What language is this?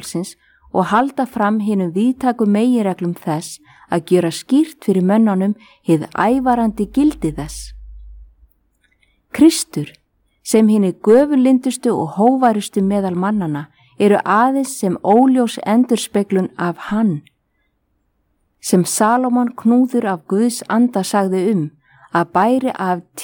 Icelandic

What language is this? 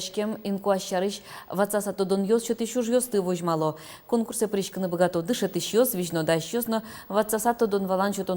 Udmurt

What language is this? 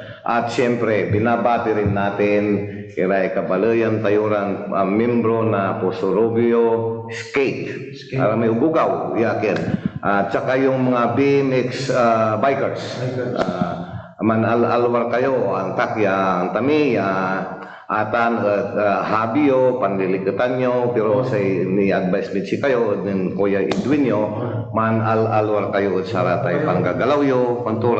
Pangasinan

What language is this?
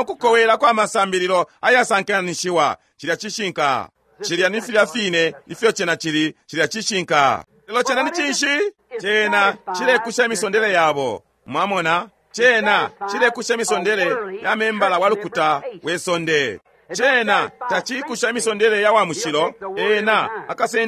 Bemba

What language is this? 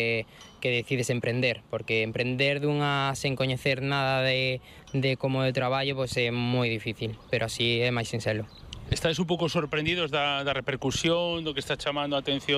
Galician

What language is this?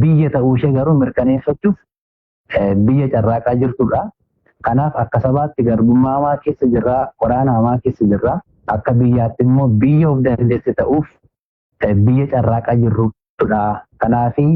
Oromo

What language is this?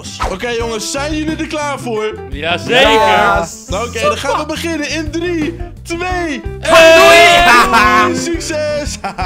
Dutch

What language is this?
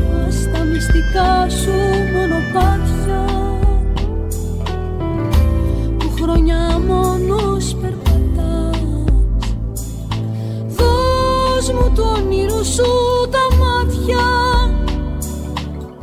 Greek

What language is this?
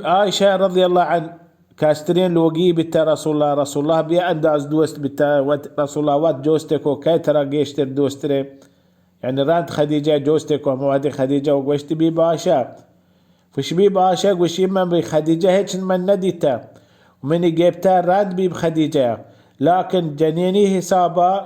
Baluchi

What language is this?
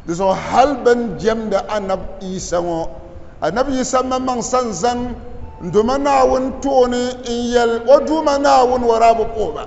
Dagbani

